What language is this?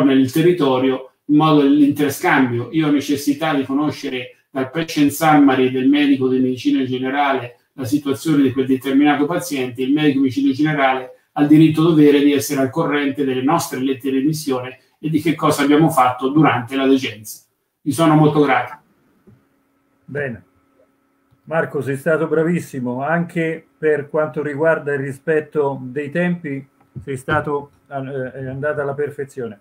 Italian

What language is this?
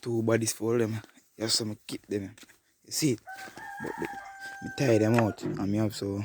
Jamaican Creole English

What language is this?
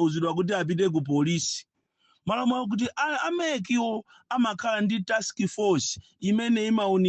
Nyanja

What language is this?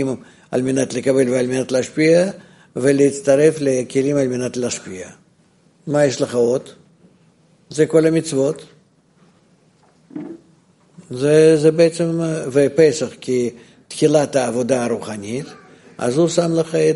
Hebrew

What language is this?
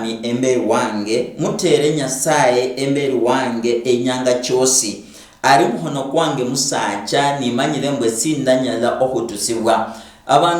Luyia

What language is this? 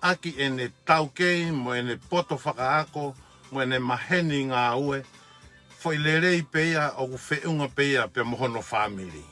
Tongan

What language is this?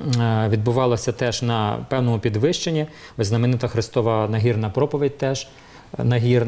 Ukrainian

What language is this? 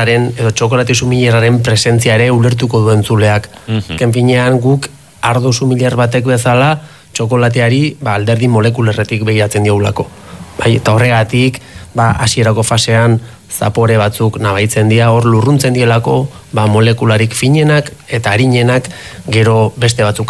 Basque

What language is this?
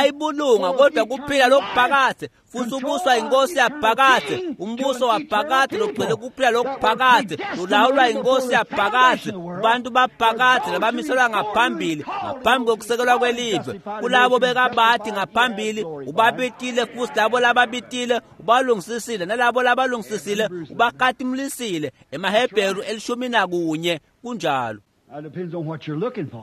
Swati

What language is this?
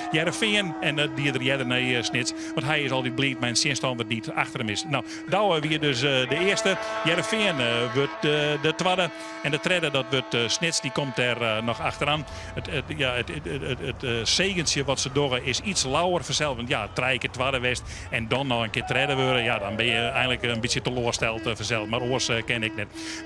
Western Frisian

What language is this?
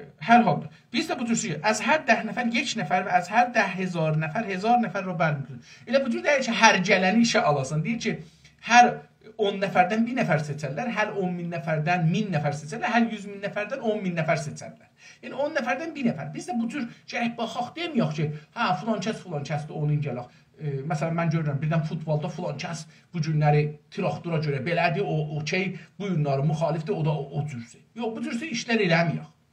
South Azerbaijani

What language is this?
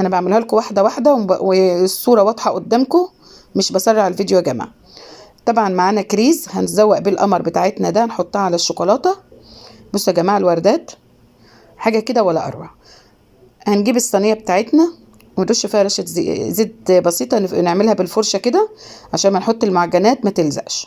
Egyptian Arabic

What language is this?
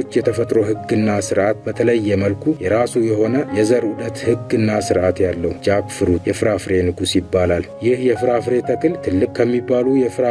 Amharic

